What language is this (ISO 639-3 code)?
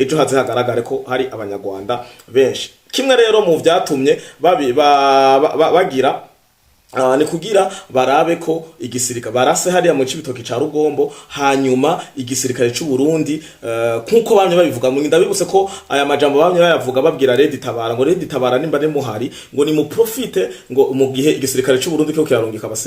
run